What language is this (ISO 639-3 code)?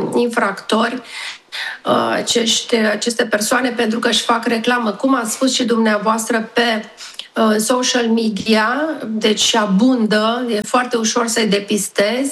ron